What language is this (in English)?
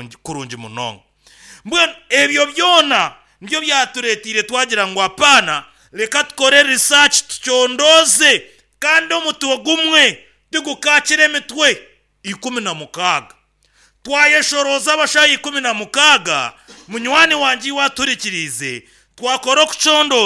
Nyankole